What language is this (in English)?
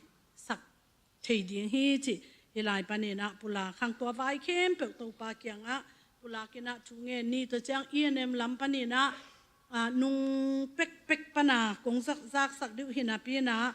Tedim Chin